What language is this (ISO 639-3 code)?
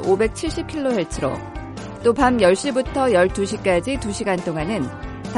kor